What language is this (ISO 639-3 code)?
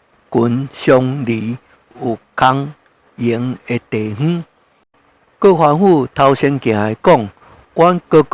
nan